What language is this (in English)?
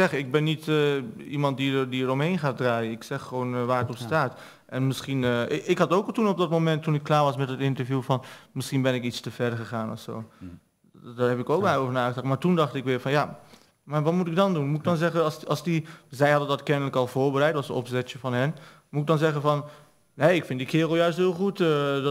Dutch